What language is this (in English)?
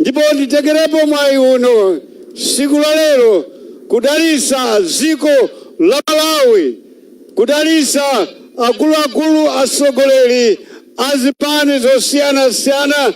Nyanja